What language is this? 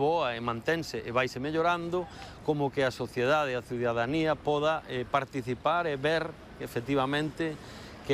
Galician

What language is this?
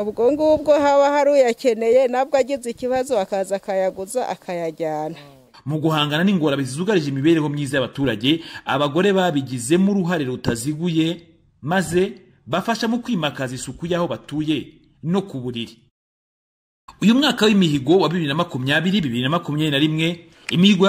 Kinyarwanda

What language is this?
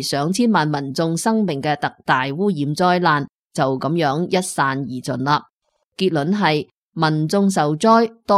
Cantonese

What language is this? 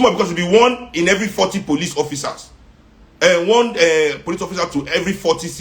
Nigerian Pidgin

